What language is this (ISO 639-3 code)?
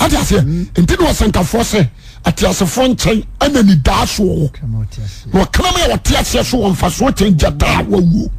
aka